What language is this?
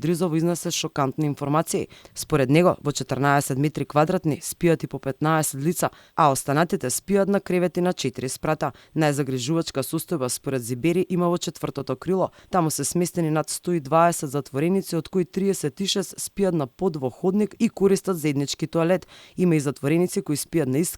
Macedonian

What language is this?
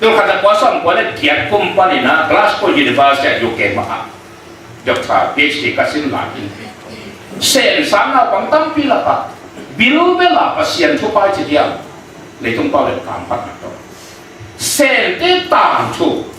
Tedim Chin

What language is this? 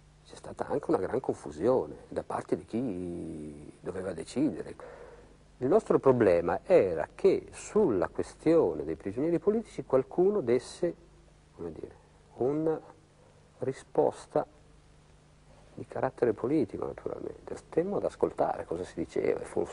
Italian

